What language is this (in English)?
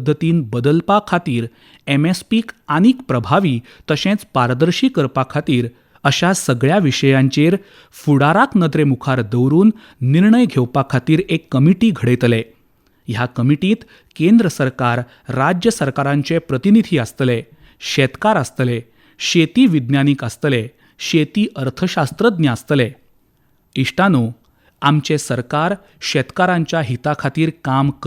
Konkani